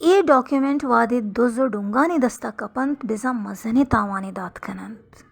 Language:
Baluchi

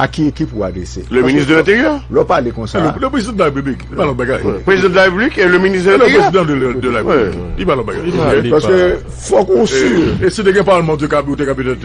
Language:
Haitian Creole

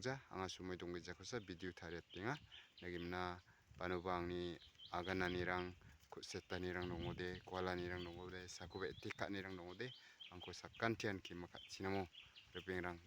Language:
Garo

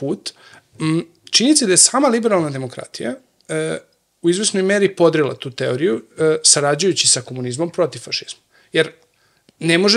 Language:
Serbian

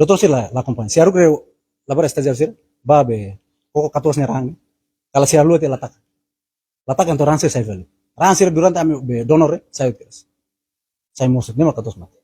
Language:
Tetum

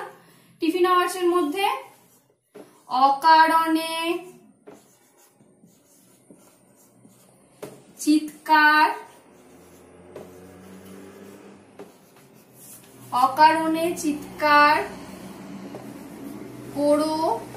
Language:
Bangla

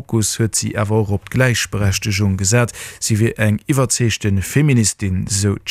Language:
Luxembourgish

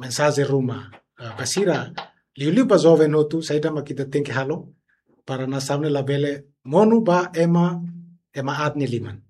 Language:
Tetum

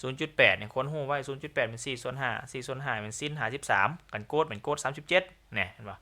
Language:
Lao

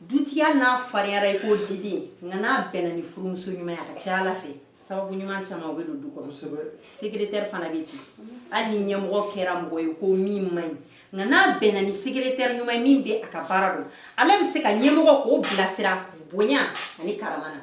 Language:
Bambara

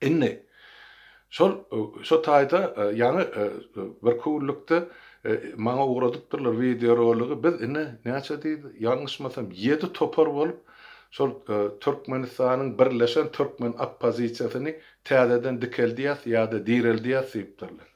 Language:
Turkmen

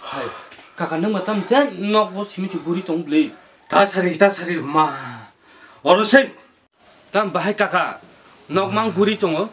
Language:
Kok Borok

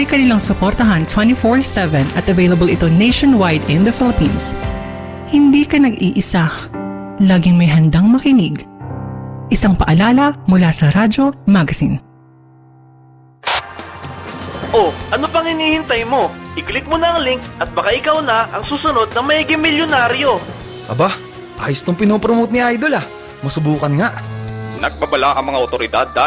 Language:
Filipino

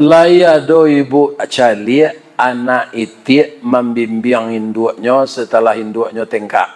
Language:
Minangkabau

